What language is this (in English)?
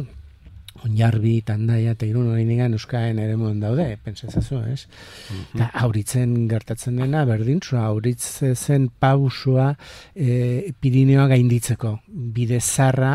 Basque